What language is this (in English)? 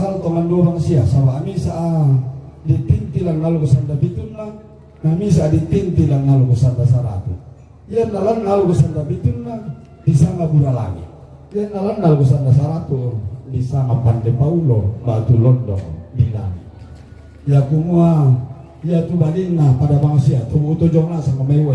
Toraja-Sa'dan